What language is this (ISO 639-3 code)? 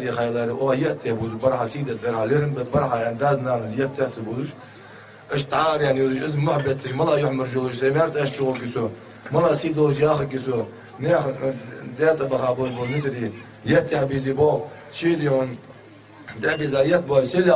inh